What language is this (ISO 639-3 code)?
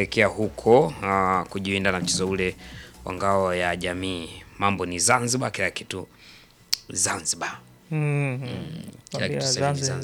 swa